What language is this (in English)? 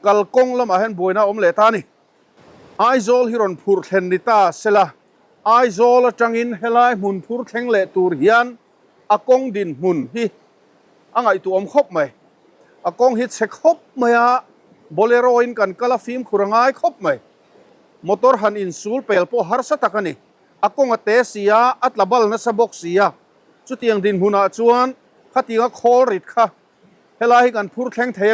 Mizo